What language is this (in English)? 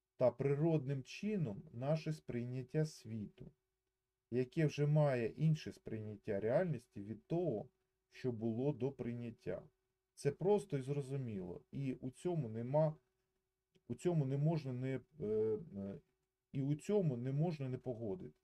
Ukrainian